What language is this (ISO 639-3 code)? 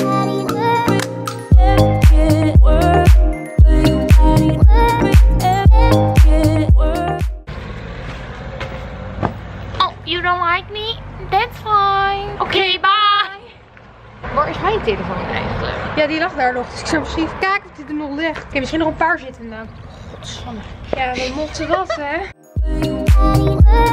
nld